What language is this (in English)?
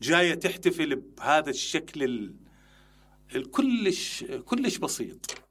Mesopotamian Arabic